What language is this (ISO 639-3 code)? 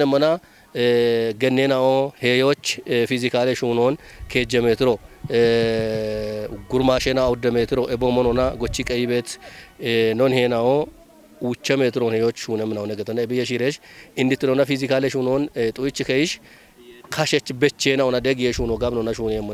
kbr